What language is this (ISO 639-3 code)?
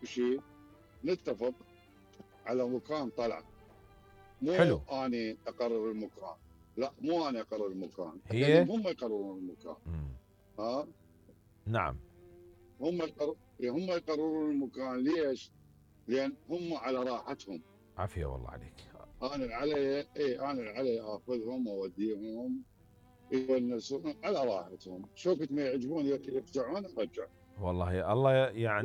acm